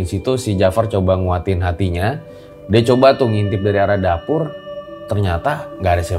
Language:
Indonesian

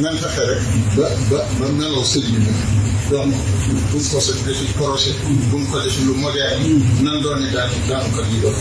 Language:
Wolof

